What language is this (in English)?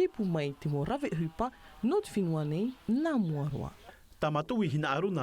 Tahitian